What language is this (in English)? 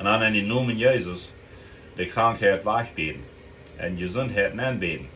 Plautdietsch